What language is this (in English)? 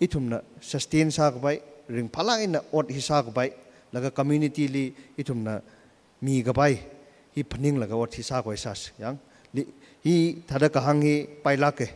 Tangkhul Naga (India)